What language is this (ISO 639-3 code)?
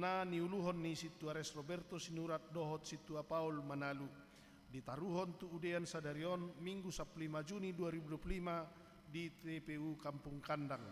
bbc